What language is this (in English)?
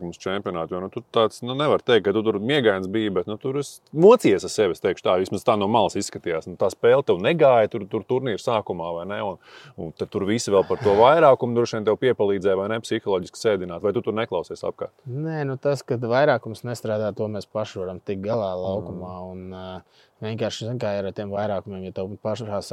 Latvian